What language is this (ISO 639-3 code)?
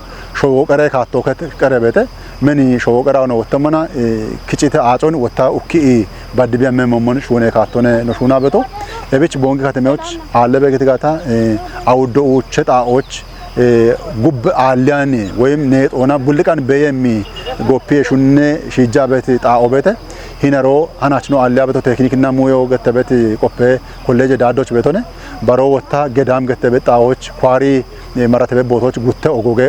kbr